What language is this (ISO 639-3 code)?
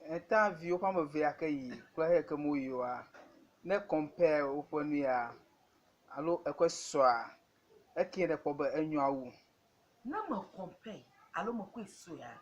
ewe